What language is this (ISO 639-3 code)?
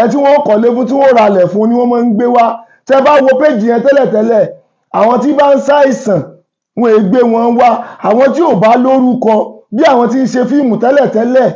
yor